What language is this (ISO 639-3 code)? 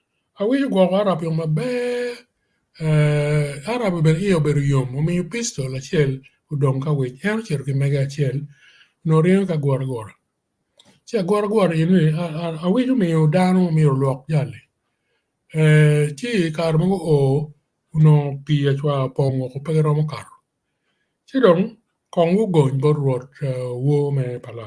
ach